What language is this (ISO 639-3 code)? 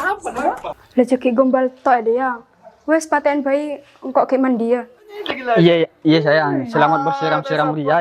mad